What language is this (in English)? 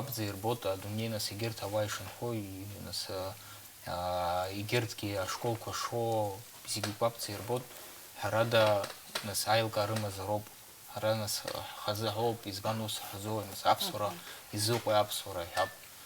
Abkhazian